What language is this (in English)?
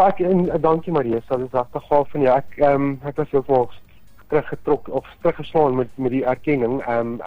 Afrikaans